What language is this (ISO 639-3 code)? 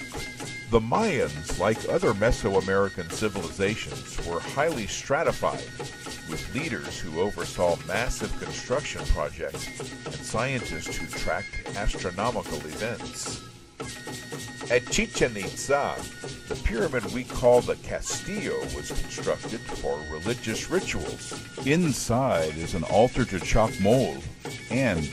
eng